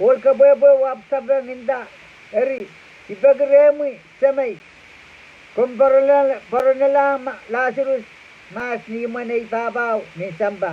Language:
Pohnpeian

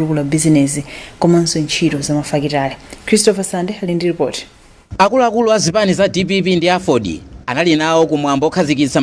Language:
Nyanja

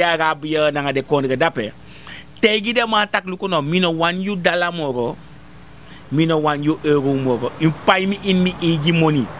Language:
Sranan Tongo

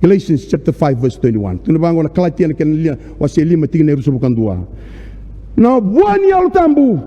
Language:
Fijian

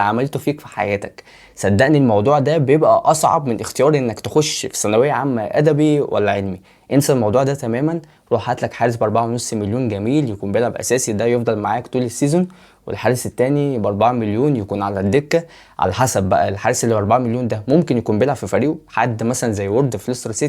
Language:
Egyptian Arabic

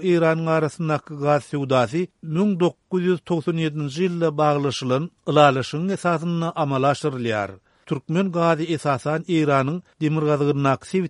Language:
Turkmen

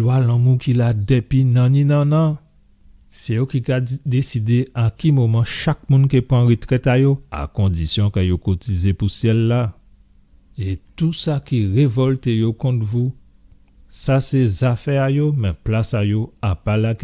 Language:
Guadeloupean Creole French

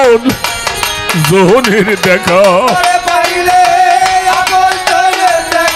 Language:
Bangla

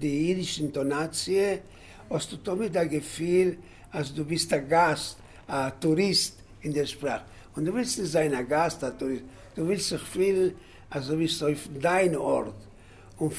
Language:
Yiddish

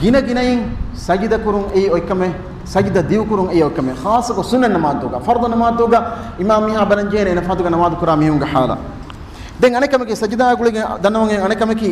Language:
Divehi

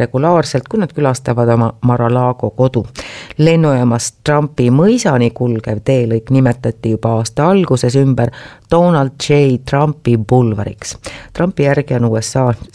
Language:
Estonian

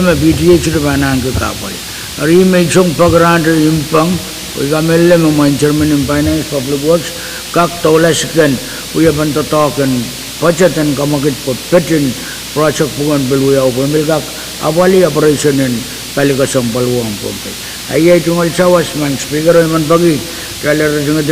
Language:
Pohnpeian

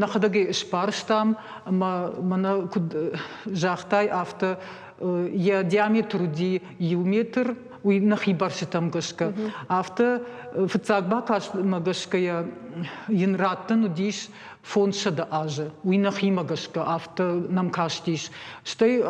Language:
Ossetic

